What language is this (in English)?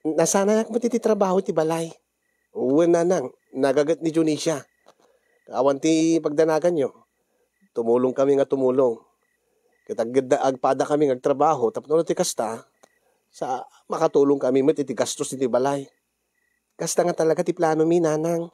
Iloko